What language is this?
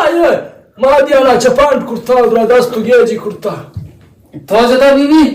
Baluchi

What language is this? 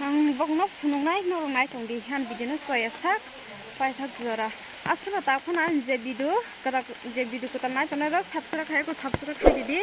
Kok Borok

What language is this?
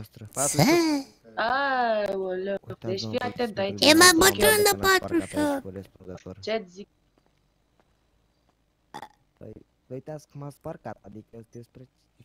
Romanian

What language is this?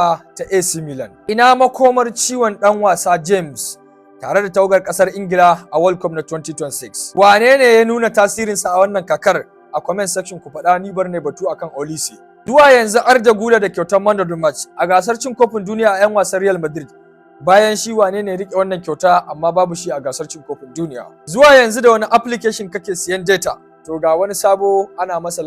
Hausa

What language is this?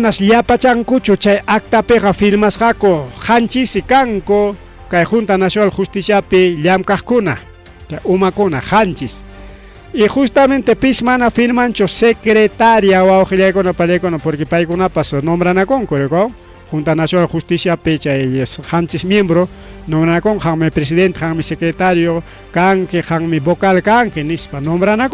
Ayacucho Quechua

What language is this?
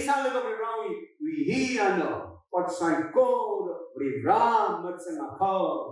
Tangkhul Naga (India)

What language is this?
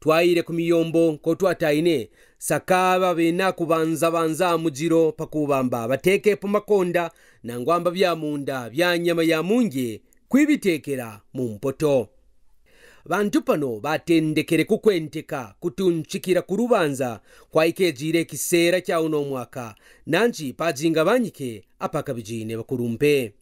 Kaonde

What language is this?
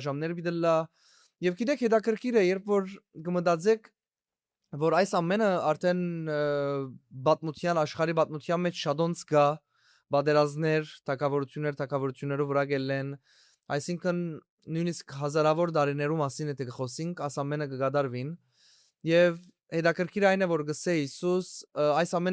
Western Armenian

